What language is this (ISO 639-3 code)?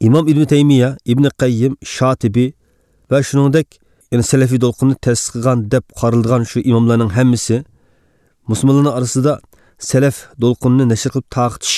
uig